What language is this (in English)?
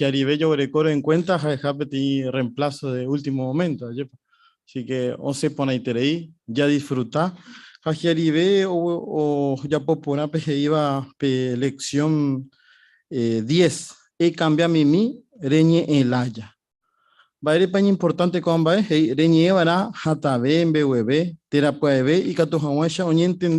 Guarani